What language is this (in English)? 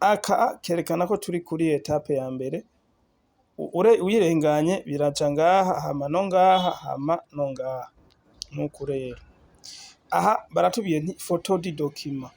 Rundi